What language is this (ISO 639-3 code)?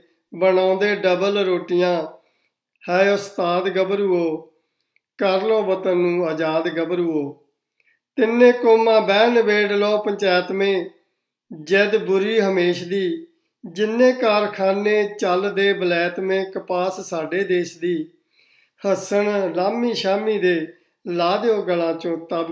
pan